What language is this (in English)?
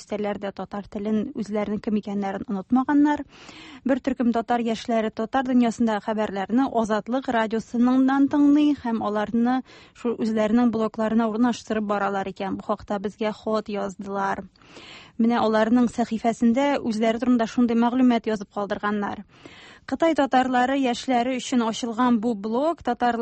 Tatar